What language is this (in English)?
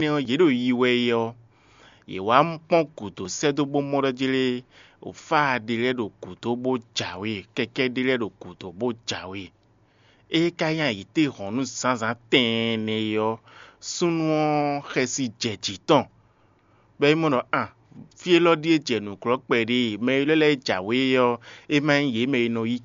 Fon